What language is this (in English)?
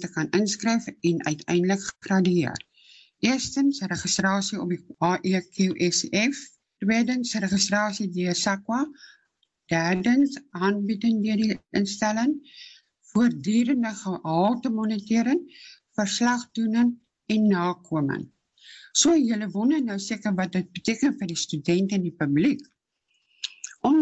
Afrikaans